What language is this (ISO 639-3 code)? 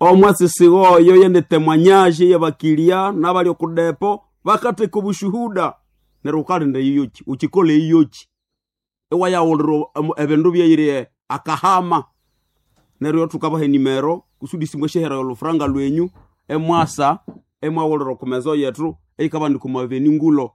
nnb